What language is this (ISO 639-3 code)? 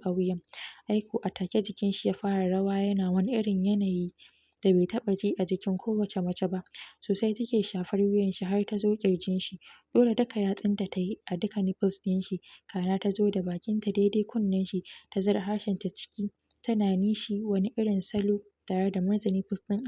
hau